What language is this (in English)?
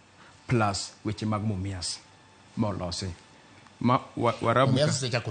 Luo (Kenya and Tanzania)